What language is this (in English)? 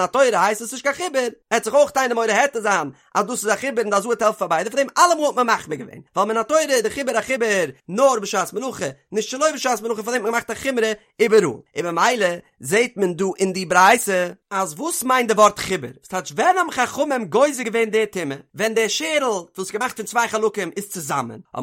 Yiddish